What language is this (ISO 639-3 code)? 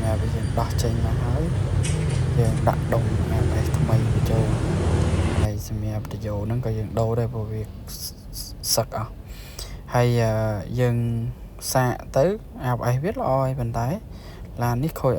khm